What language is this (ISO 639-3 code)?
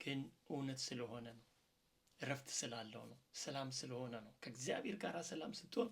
amh